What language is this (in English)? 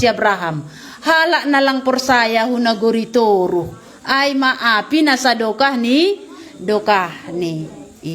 Batak Simalungun